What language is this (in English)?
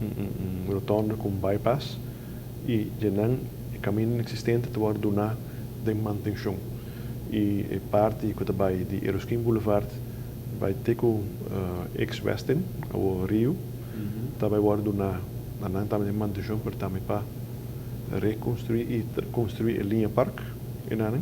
Papiamento